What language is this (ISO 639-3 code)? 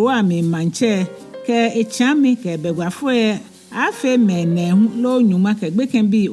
gaa